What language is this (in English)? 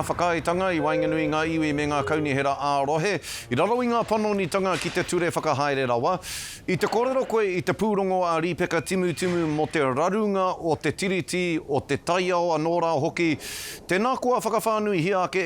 Māori